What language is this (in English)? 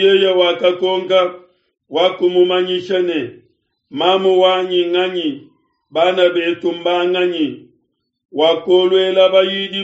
Luba-Lulua